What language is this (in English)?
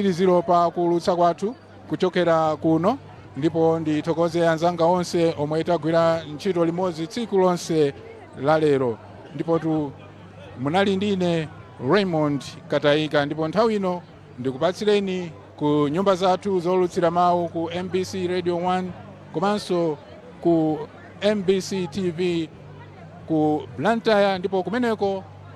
Nyanja